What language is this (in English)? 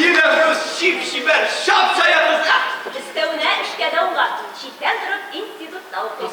Tatar